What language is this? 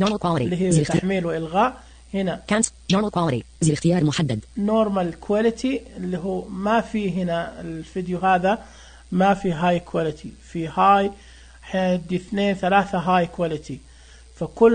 Najdi Arabic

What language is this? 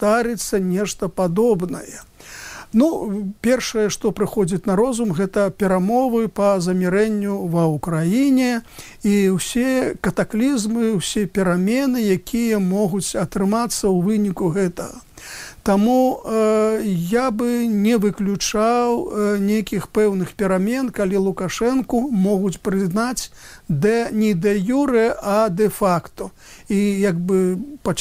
Belarusian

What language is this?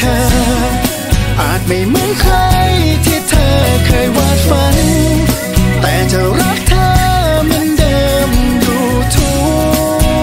Thai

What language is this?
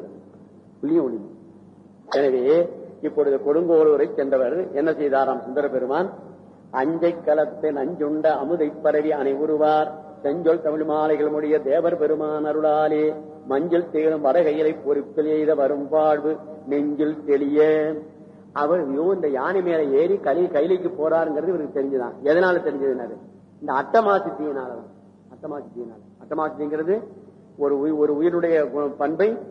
Tamil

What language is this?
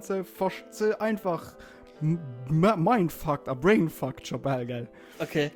Luxembourgish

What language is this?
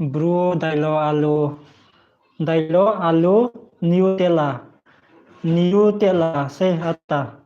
Riang (India)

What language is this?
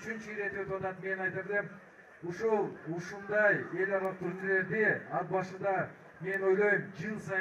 Kyrgyz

